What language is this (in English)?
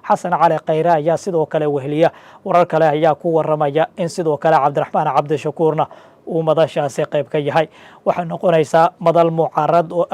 Somali